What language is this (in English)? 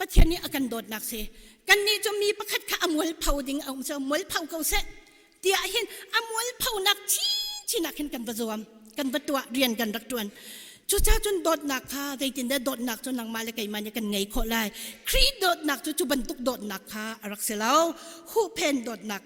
Hakha Chin